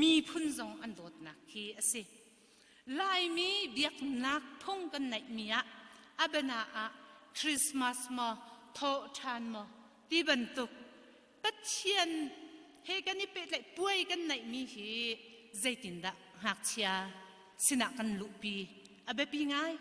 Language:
Hakha Chin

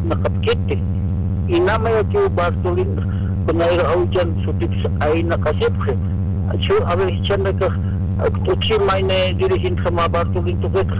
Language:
Aymara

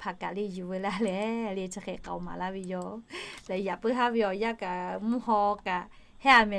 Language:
Lahu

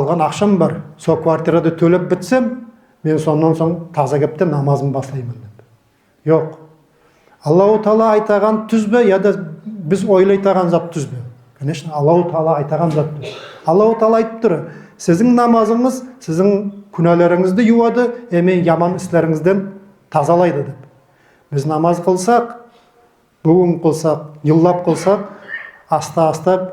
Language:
Nogai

